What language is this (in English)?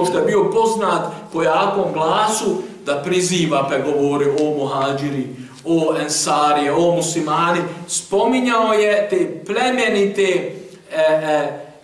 Bosnian